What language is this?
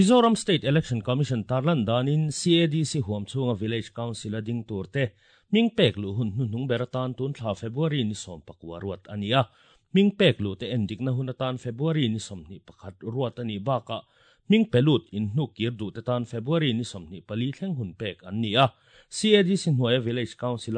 Mizo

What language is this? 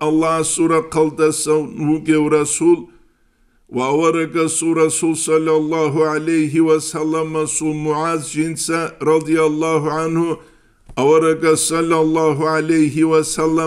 Avaric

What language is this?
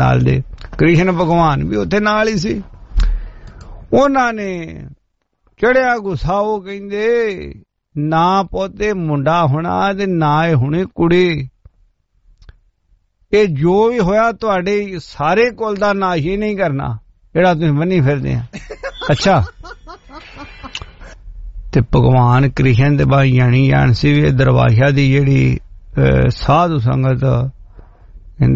Punjabi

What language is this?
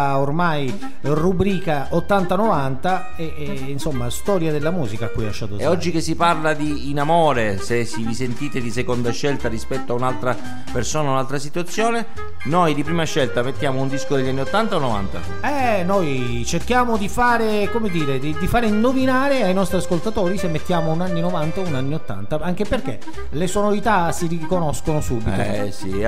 Italian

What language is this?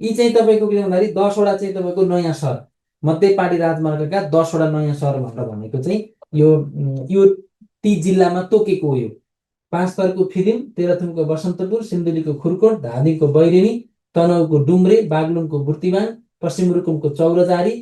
Nepali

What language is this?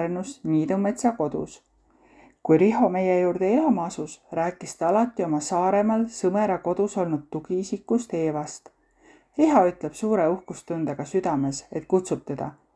Estonian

